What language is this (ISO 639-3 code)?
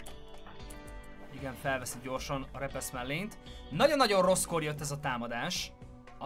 hun